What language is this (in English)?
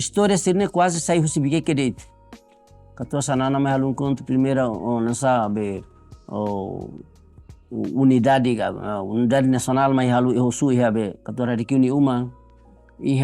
Tetum